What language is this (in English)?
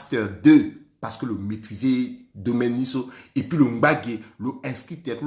Sango